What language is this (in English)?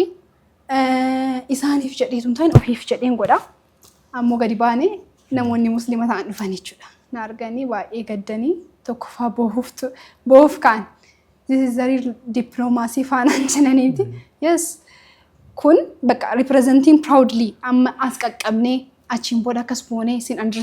Oromo